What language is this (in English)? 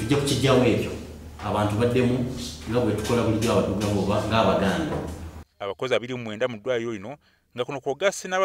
Ganda